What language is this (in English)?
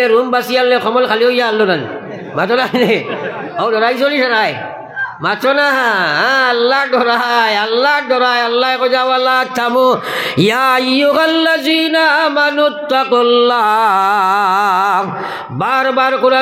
Sylheti